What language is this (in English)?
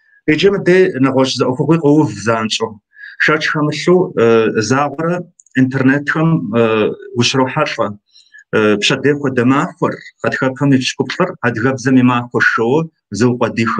Kabardian